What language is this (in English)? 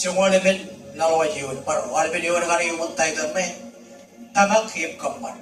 Marshallese